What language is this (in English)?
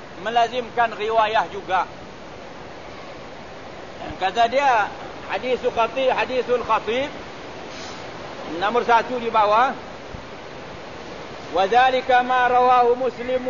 Malay